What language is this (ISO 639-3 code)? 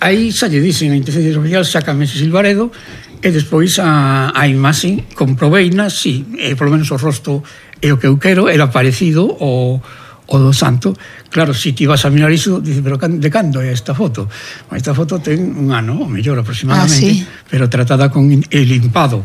glg